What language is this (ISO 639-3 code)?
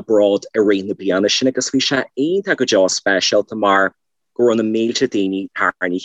gle